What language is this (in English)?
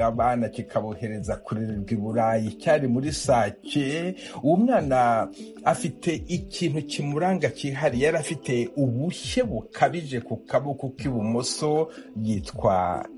Kinyarwanda